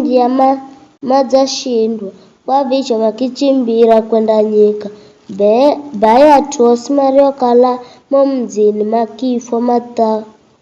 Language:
Giryama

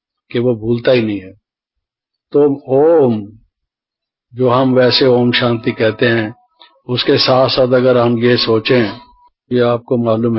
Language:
Hindi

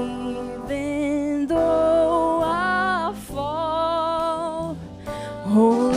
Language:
Faroese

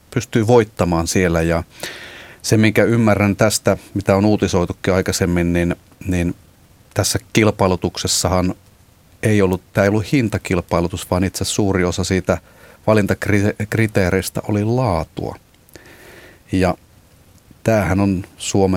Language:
Finnish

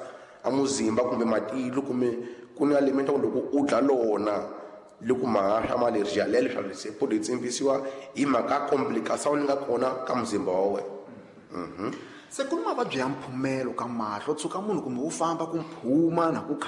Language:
Tsonga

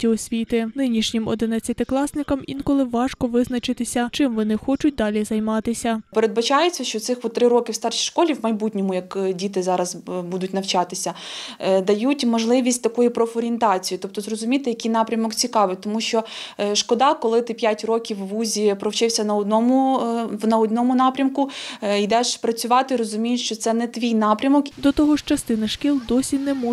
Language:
Ukrainian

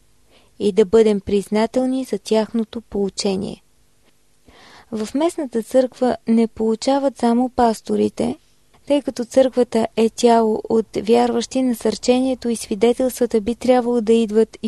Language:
Bulgarian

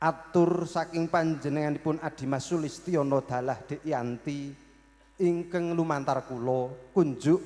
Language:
Javanese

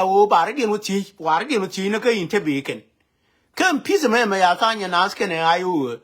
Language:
Nuer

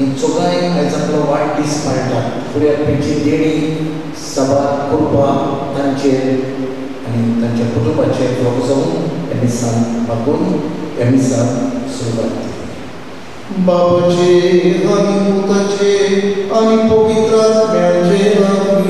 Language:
Konkani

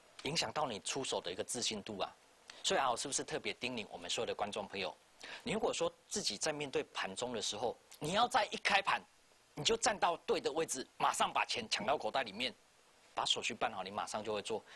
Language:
Chinese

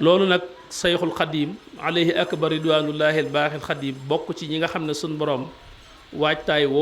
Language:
Wolof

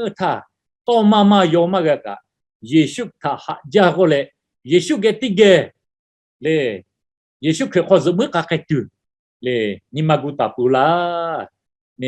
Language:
Lahu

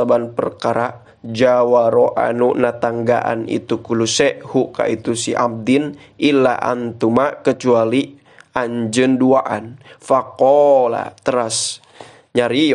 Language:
Sundanese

